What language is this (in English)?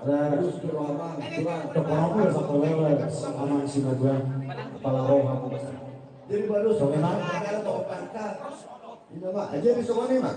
Batak Toba